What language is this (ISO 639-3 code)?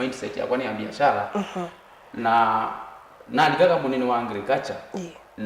kam